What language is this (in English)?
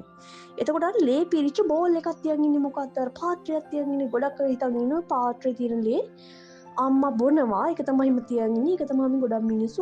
Sinhala